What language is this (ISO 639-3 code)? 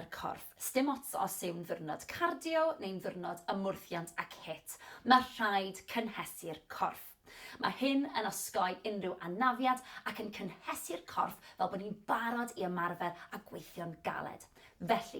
cym